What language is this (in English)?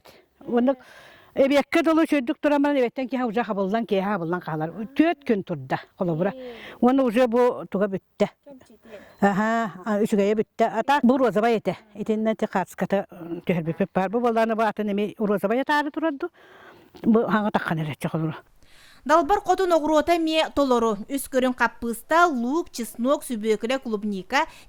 Yakut